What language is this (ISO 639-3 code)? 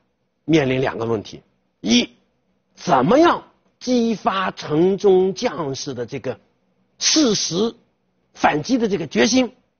zho